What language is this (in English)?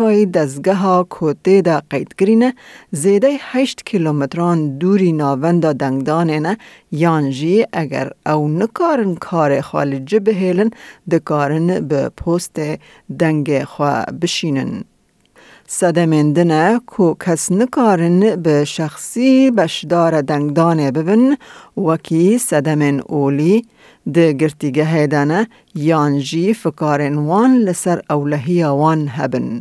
Kurdish